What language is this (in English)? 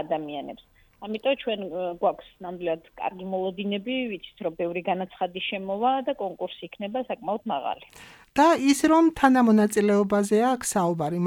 Georgian